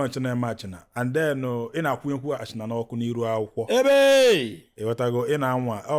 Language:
Igbo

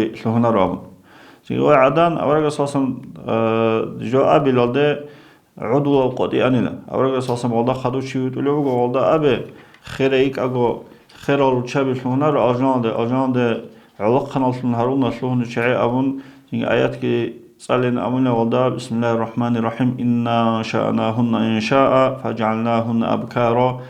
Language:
Avaric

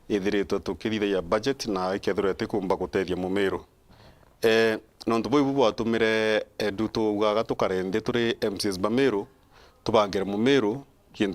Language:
Meru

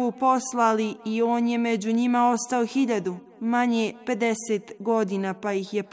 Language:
Bosnian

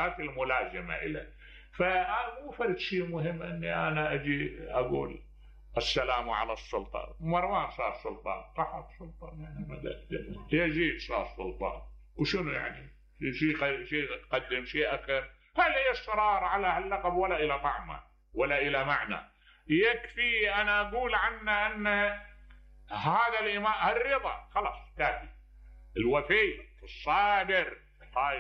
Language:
Mesopotamian Arabic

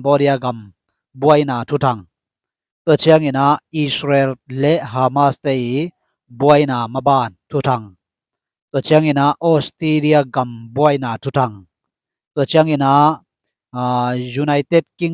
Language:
Tedim Chin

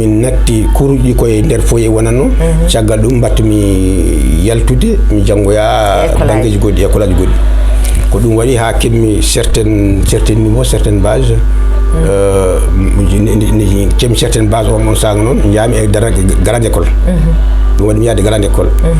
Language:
Fula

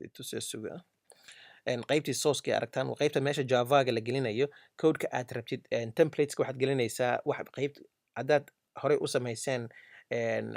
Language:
Somali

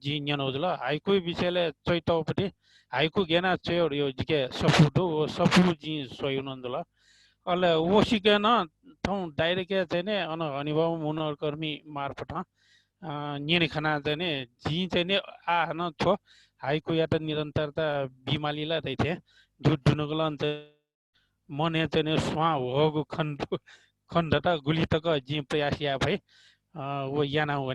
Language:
Newari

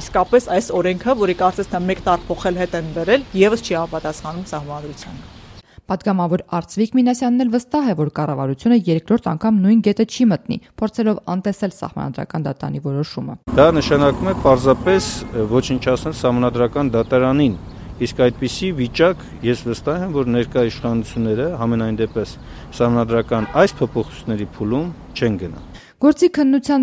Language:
Armenian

